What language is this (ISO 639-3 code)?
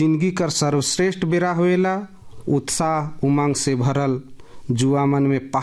bho